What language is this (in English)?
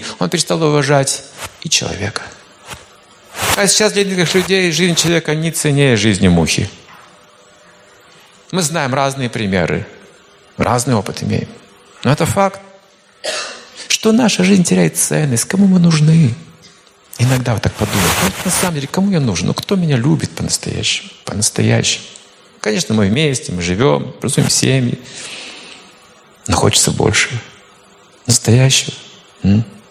Russian